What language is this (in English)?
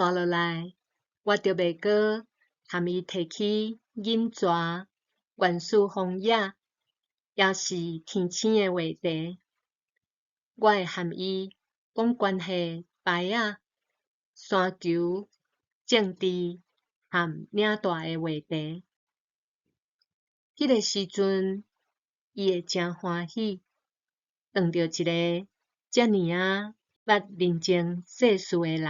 Min Nan Chinese